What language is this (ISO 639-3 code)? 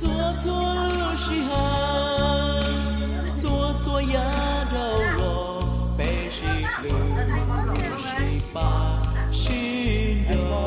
hmn